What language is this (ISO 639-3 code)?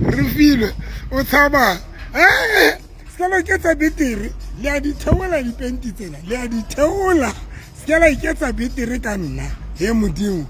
sot